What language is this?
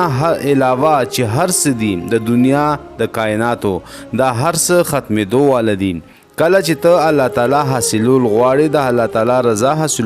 Pashto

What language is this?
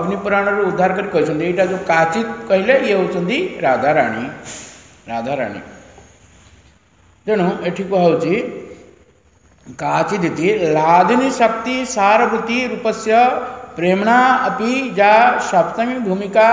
Odia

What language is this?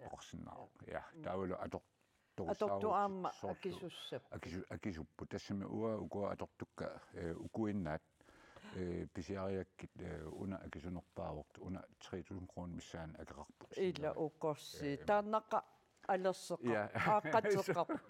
Kalaallisut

